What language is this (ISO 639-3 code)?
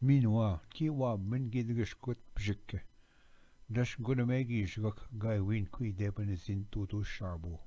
oji